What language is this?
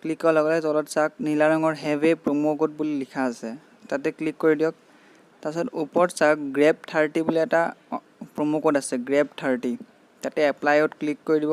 Assamese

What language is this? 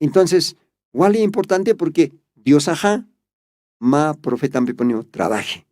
Aymara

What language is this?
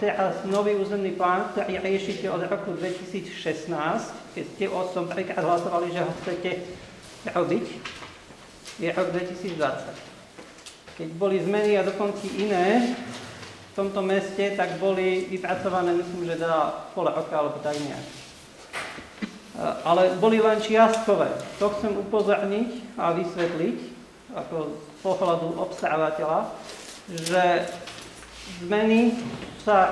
Slovak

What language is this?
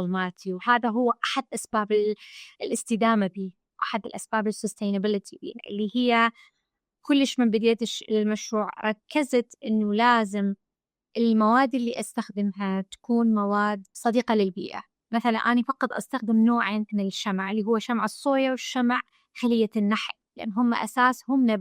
Mesopotamian Arabic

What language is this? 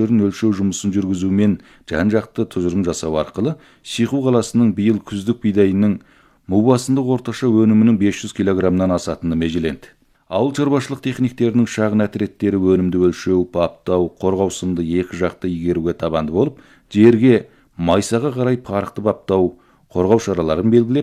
Kazakh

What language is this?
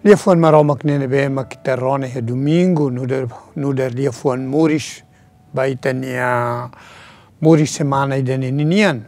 Tetum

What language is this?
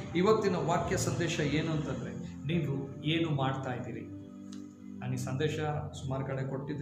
Kannada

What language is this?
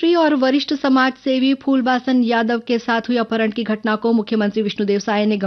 Hindi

